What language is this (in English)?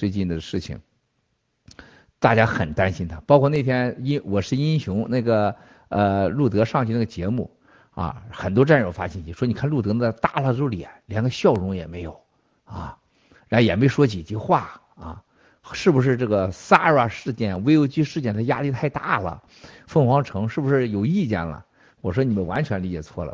Chinese